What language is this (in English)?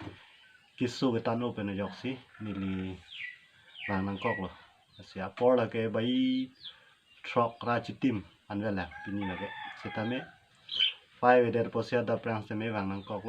Karbi